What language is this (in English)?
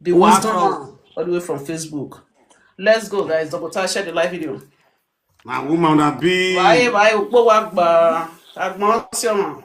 Nigerian Pidgin